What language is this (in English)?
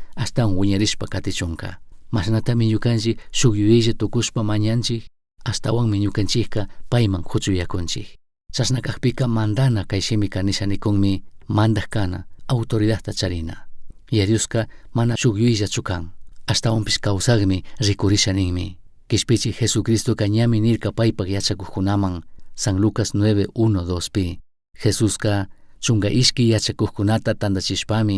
Chimborazo Highland Quichua